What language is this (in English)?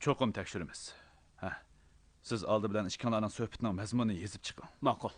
Uyghur